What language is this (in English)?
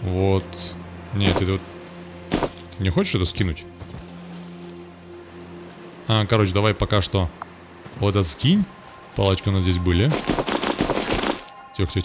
Russian